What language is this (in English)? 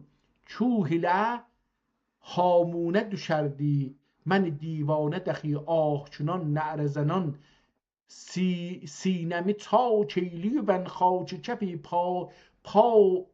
South Azerbaijani